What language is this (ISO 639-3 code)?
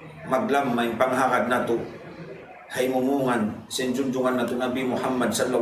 tsg